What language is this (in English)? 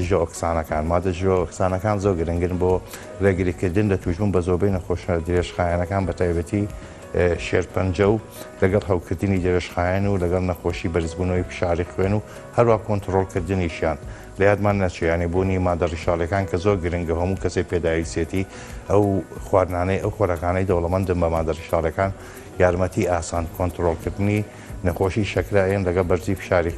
Central Kurdish